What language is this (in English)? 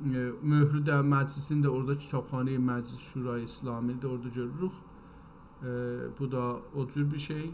South Azerbaijani